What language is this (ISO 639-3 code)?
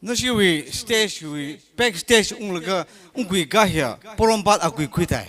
nmf